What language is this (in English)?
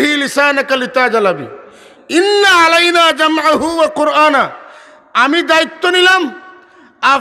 Sylheti